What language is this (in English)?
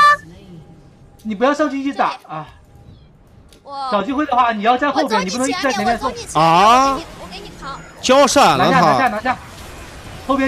Chinese